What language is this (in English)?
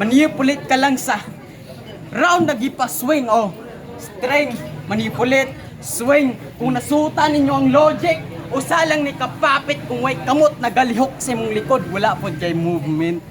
Cebuano